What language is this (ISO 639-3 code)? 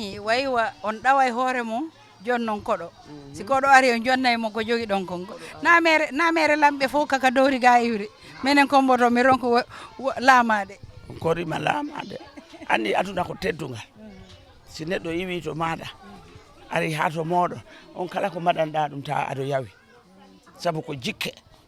ful